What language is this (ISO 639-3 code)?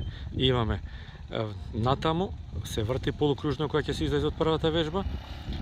mkd